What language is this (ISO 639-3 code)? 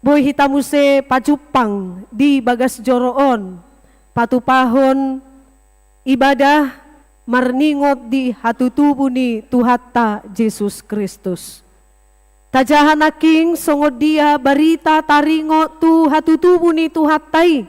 bbc